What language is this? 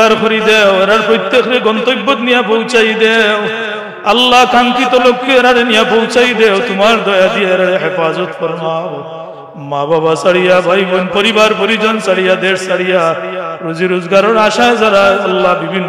Sylheti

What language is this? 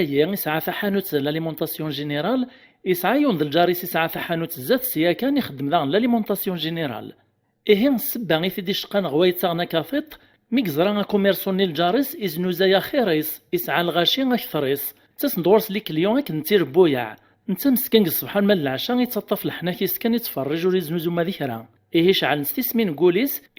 Kabyle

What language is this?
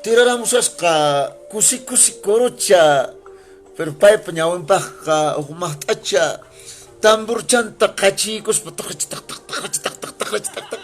Quechua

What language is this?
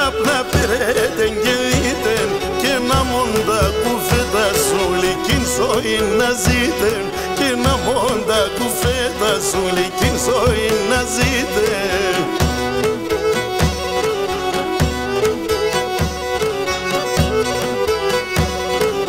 Greek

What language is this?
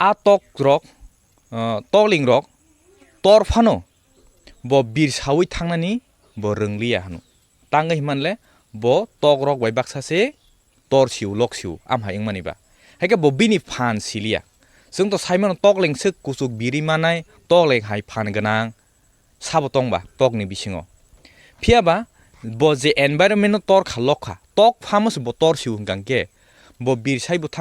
Kok Borok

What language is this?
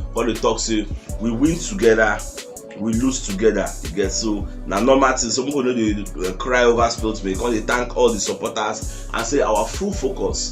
Nigerian Pidgin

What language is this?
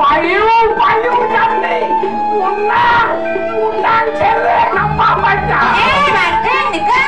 Balinese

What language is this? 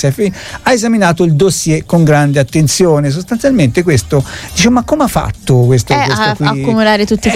Italian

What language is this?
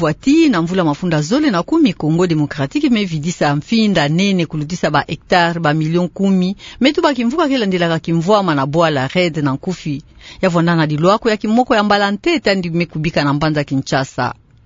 Kituba (Democratic Republic of Congo)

